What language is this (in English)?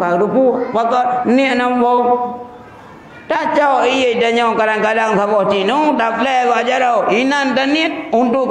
Achinese